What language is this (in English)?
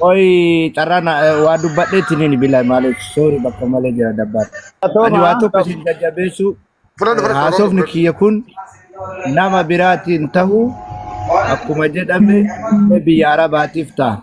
Oromo